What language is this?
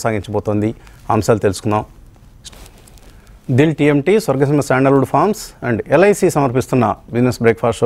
Telugu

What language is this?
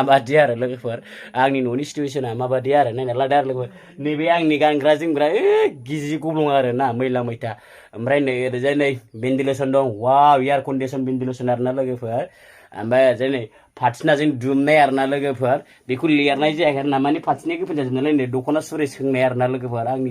Bodo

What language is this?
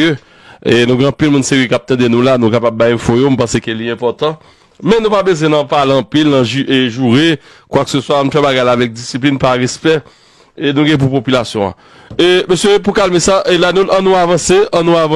Haitian Creole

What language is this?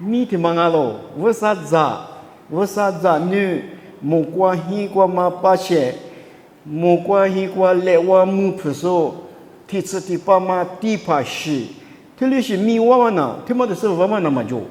Lisu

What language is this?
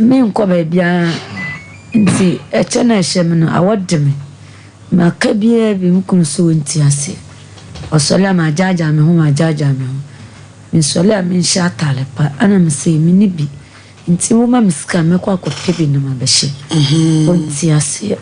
Akan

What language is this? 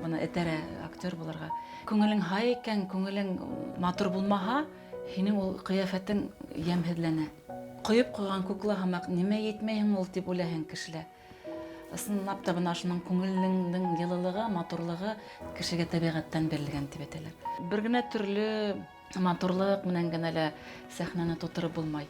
Bashkir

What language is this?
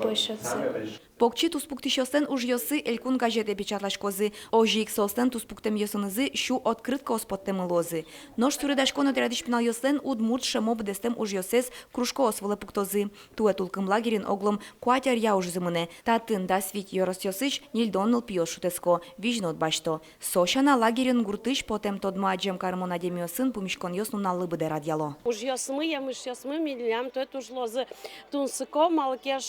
Udmurt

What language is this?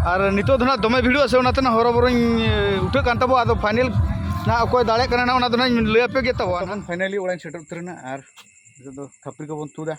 Santali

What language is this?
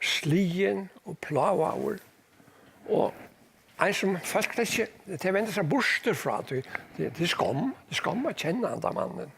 Faroese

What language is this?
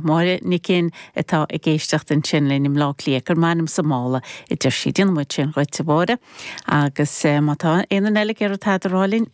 Irish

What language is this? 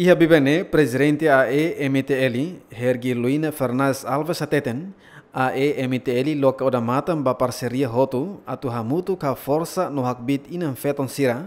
Tetum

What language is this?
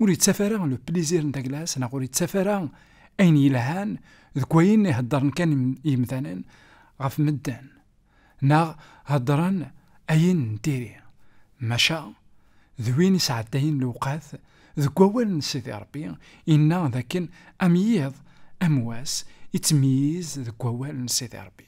Kabyle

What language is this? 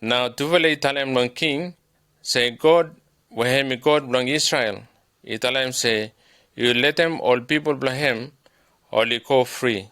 Bislama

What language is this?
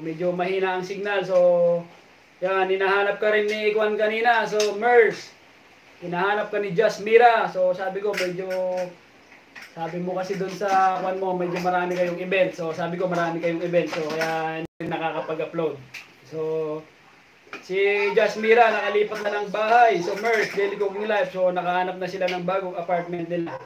Filipino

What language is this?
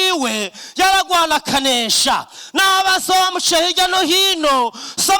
Rundi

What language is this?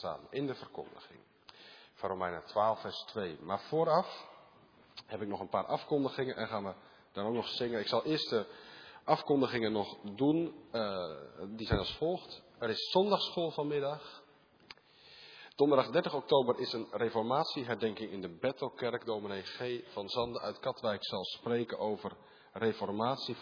Dutch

